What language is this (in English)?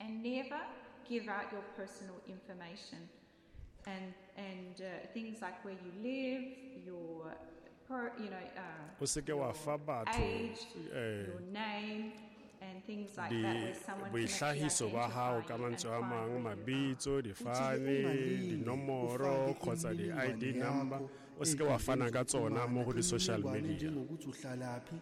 Tswana